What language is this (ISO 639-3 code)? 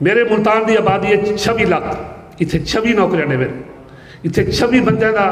skr